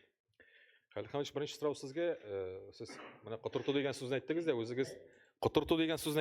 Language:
Tatar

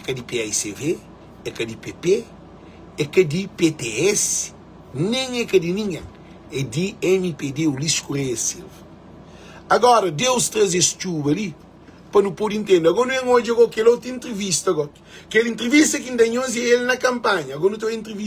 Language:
Kabuverdianu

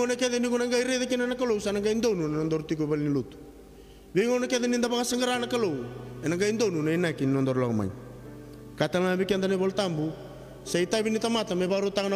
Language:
Fijian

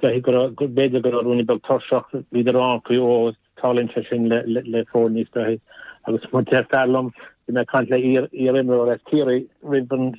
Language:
Irish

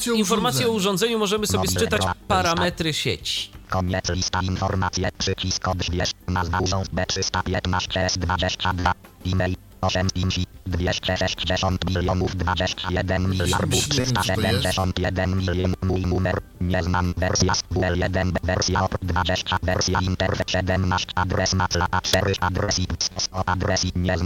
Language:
Polish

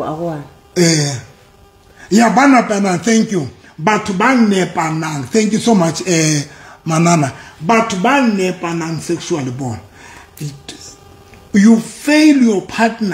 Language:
Southern Sotho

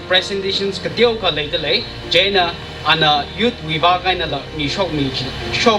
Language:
Tangkhul Naga (India)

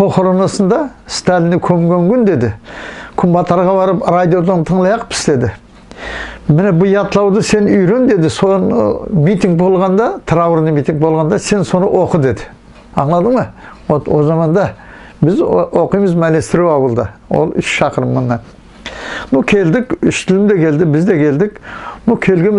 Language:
Nogai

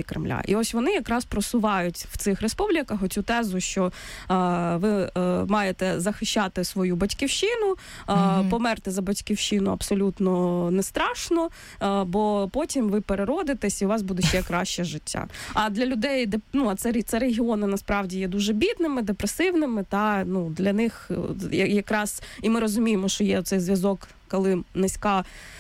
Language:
Ukrainian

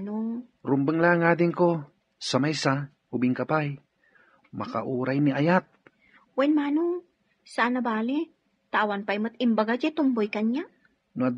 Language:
Iloko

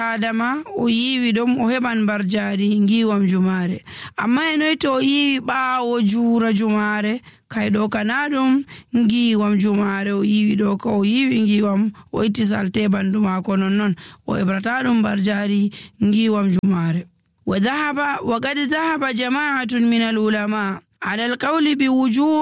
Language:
Nigerian Fulfulde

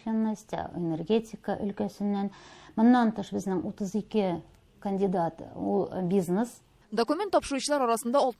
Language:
Tatar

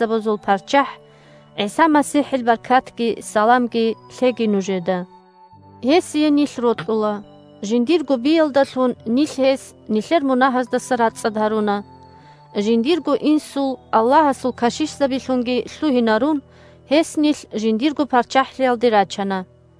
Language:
Avaric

